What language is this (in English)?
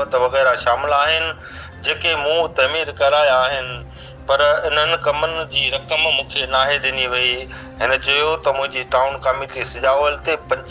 Sindhi